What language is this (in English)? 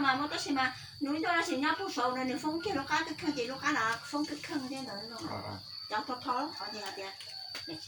Hmong